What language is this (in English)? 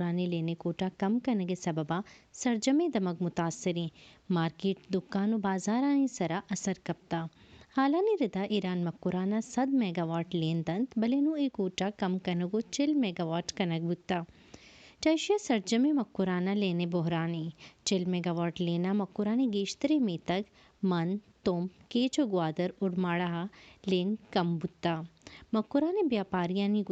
Baluchi